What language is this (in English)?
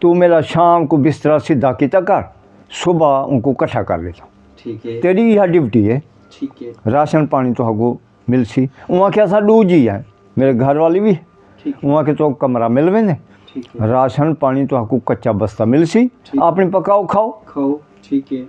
Saraiki